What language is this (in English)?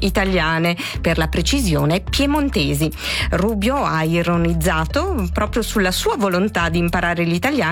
Italian